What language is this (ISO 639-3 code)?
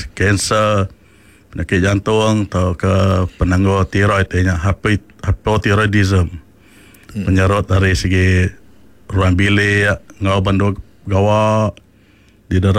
iba